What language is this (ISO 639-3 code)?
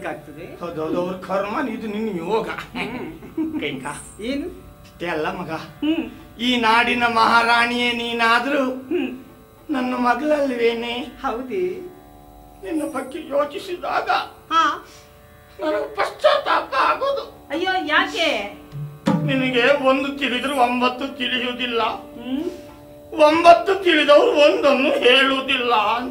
kan